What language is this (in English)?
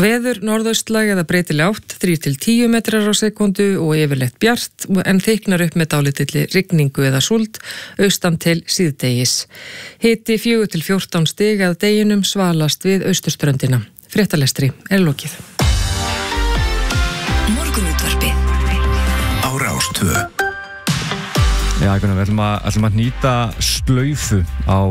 Icelandic